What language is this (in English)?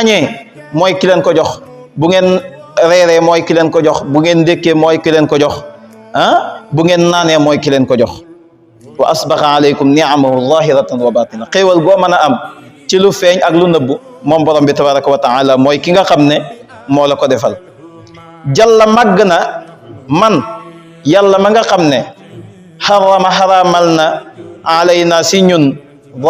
Wolof